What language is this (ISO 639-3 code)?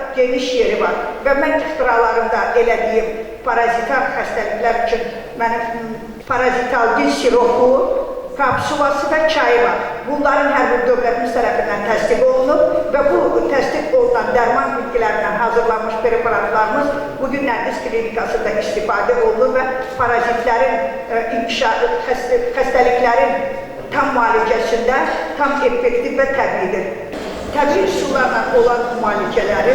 aze